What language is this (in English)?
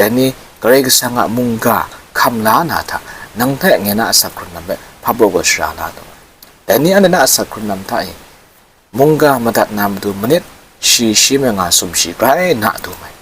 Kachin